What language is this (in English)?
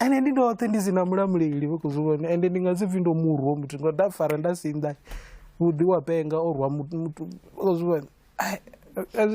Venda